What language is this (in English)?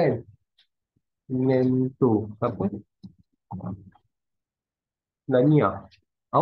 Malay